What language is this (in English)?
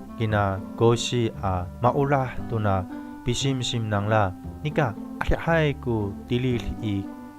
Amis